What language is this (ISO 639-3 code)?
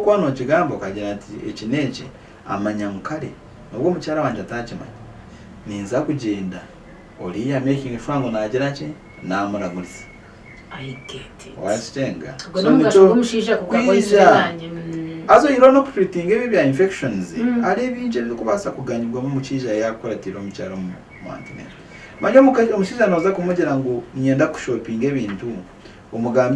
nyn